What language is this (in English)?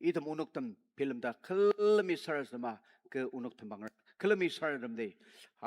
Ao Naga